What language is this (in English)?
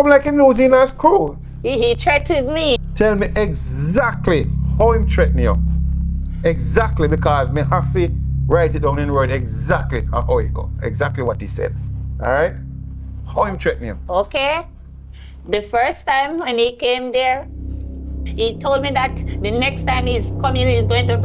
Jamaican Creole English